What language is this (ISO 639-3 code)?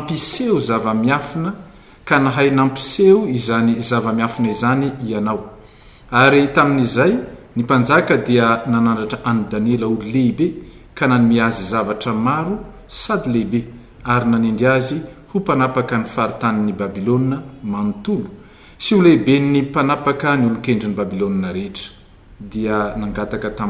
mlg